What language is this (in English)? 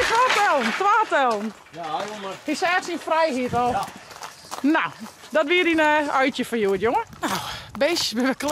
Western Frisian